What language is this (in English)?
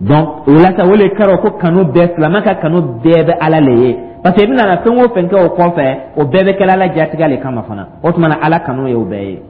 Dyula